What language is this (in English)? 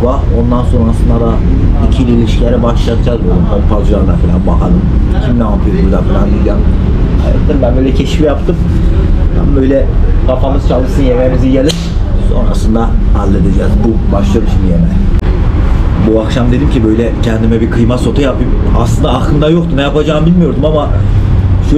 Turkish